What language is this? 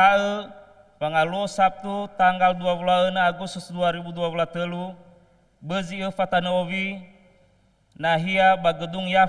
Nias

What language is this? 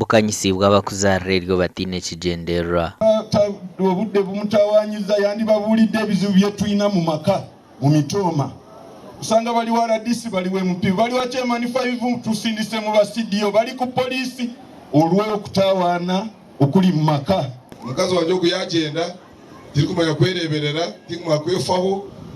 Nyankole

